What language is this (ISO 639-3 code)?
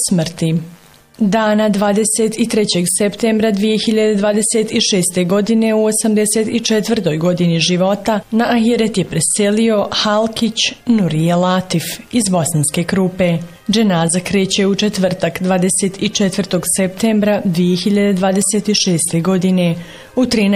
bos